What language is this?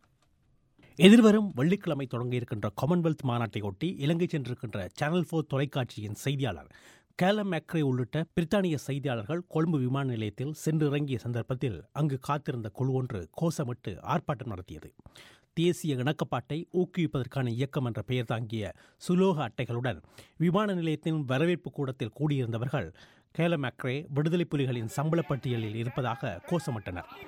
Tamil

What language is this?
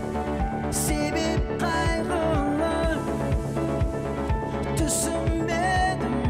Kazakh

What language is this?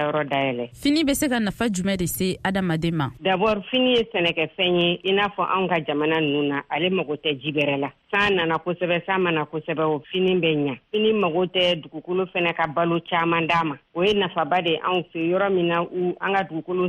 Bambara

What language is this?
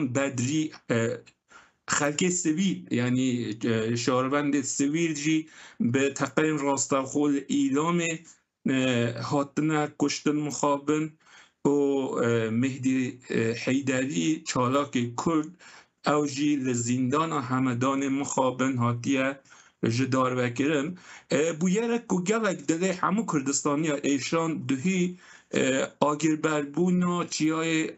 Kurdish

